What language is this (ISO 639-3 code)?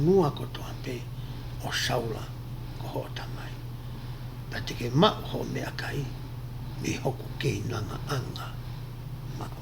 ton